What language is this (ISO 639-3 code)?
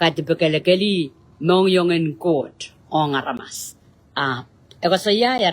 pon